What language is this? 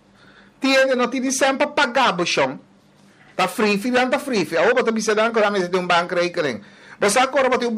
Papiamento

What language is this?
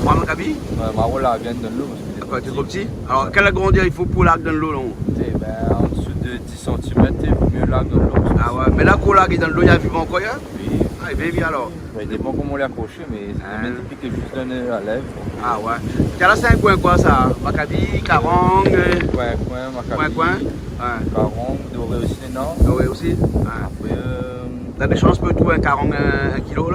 Réunion Creole French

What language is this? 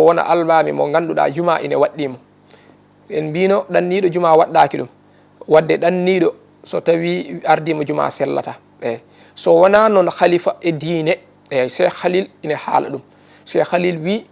Fula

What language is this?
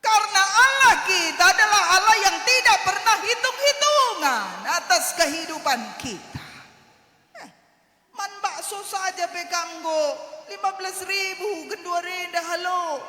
Batak Karo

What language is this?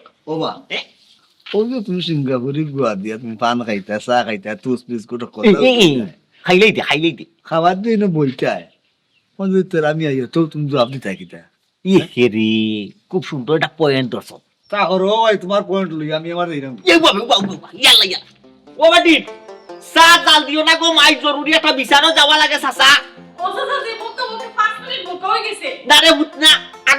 Sylheti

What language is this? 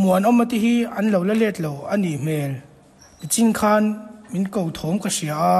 Mizo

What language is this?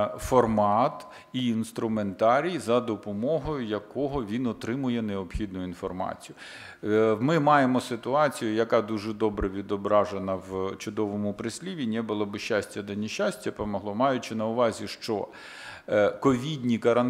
Ukrainian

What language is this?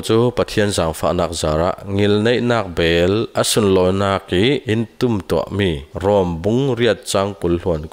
Falam Chin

